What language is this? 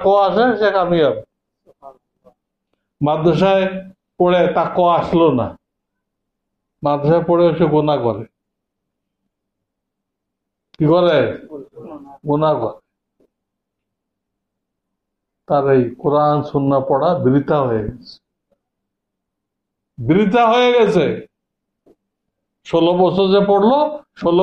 Bangla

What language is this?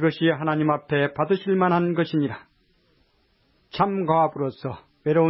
Korean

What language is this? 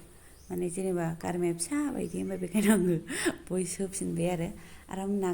Bodo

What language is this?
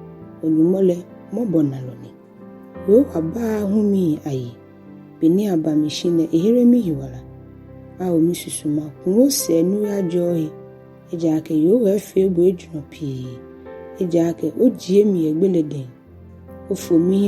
Ga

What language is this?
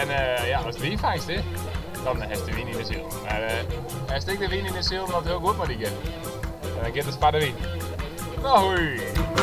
Western Frisian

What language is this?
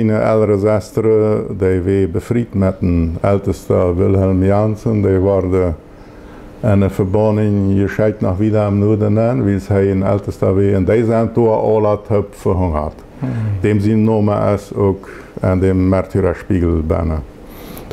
Plautdietsch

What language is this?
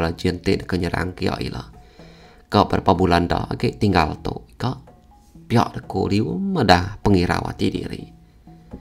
Iban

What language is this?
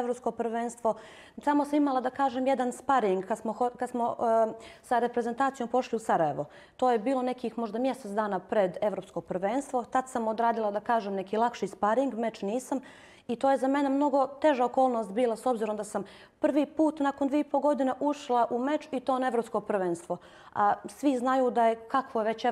Bosnian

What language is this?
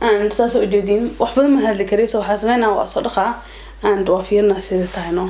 Somali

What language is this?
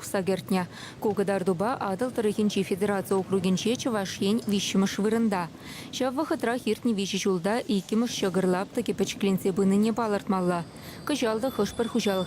Chuvash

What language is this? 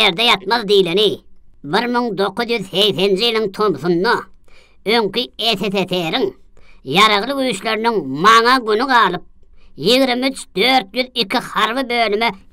Turkmen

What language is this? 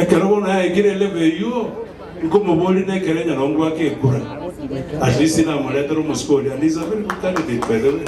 Gusii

